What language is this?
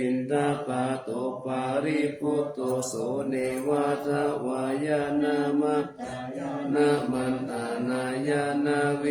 Pali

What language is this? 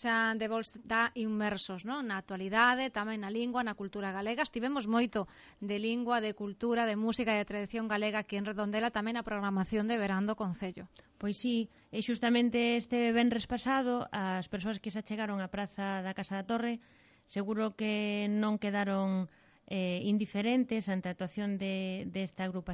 Galician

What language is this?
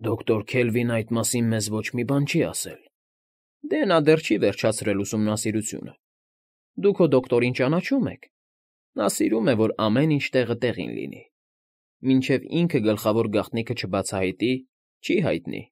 Armenian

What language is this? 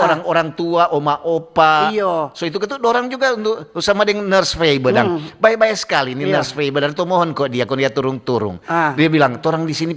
Manado Malay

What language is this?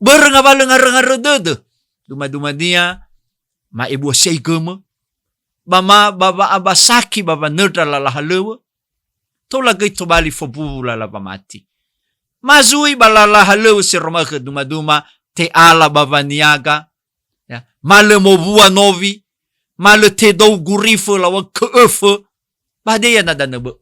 Nias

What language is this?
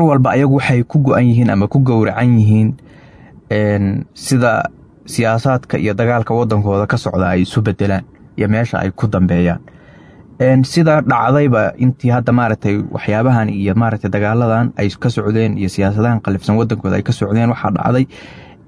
Somali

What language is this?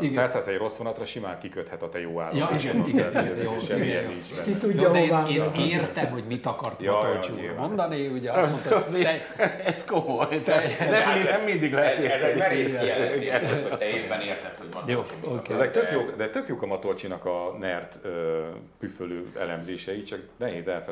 Hungarian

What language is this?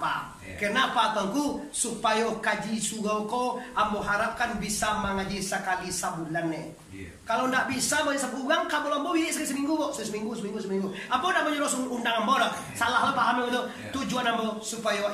Minangkabau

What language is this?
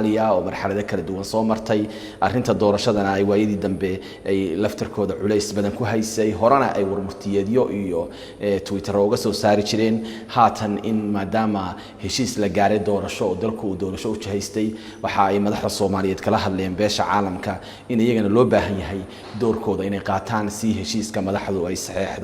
Somali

